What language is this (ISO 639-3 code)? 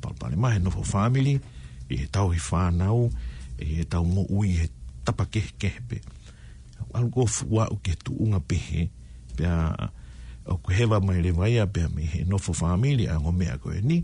ton